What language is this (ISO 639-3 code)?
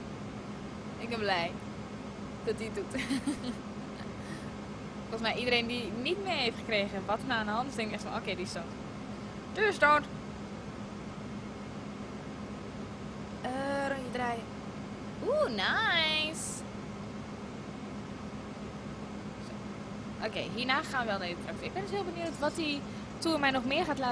nld